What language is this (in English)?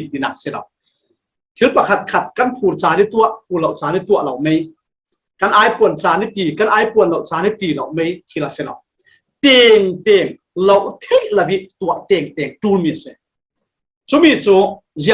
Falam Chin